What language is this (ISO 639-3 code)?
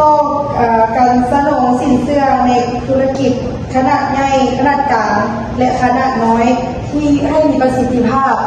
lao